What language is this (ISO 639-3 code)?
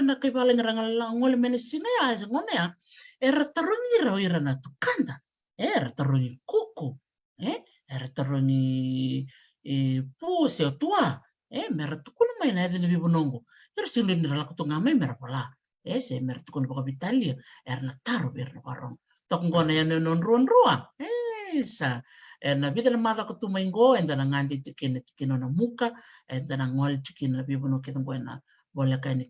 fij